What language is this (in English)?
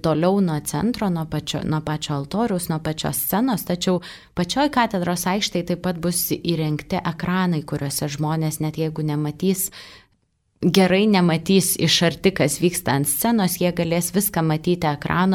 Lithuanian